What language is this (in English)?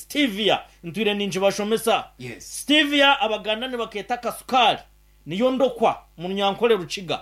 Nyankole